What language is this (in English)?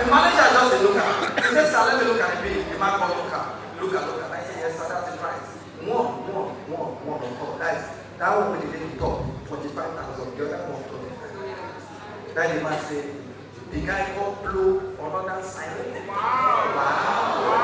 Nigerian Pidgin